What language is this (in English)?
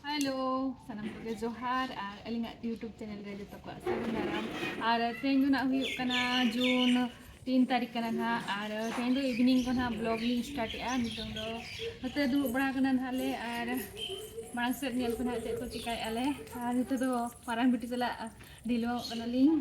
Santali